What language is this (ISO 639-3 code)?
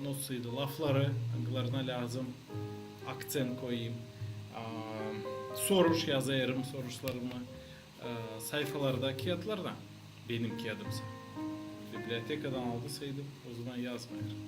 gag